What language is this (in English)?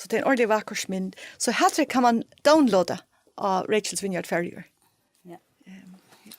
Faroese